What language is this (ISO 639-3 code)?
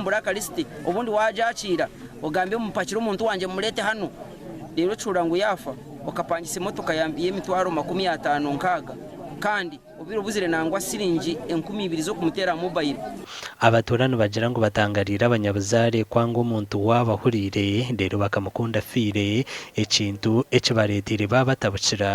nyn